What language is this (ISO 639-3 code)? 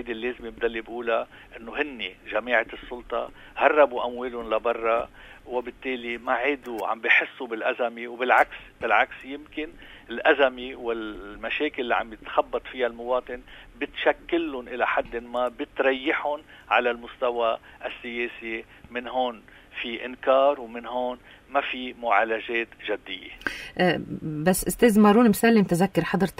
apc